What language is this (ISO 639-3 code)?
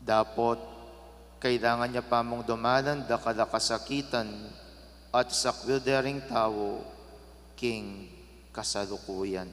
pam